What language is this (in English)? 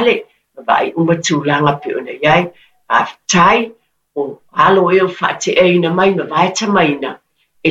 Samoan